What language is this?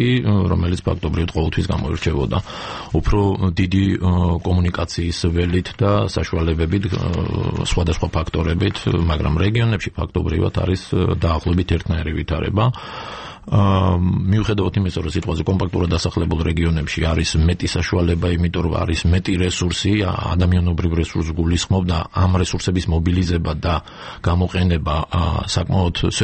Georgian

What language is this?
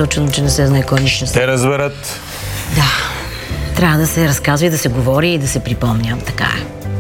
Bulgarian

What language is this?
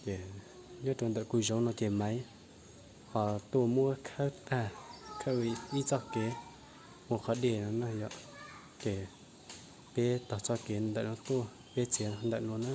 Hmong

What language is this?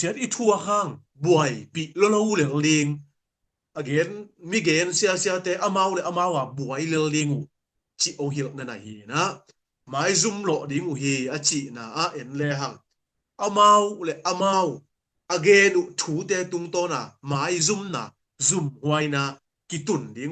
Tedim Chin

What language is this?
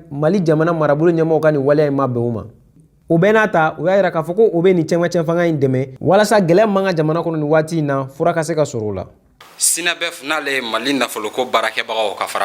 Bambara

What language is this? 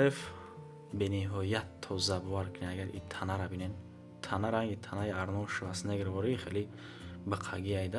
Tajik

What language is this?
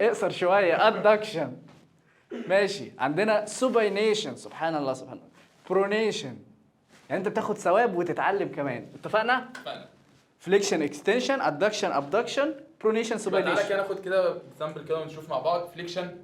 Egyptian Arabic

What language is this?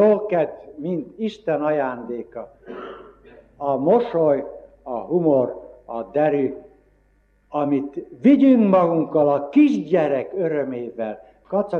Hungarian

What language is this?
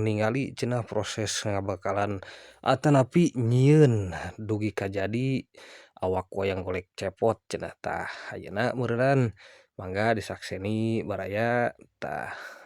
Sundanese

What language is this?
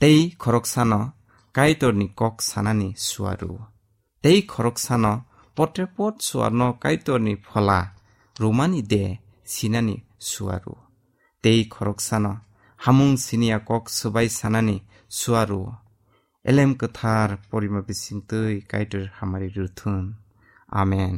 Kok Borok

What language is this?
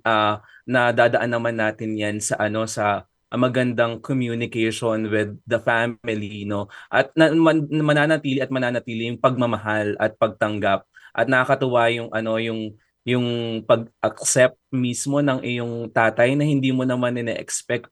Filipino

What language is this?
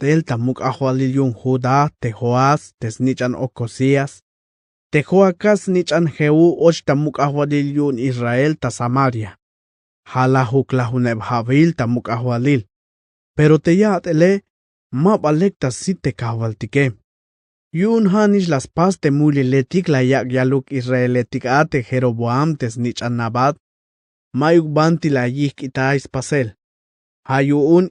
Tzeltal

